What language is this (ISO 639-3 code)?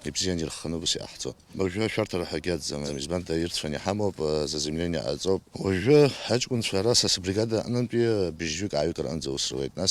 abk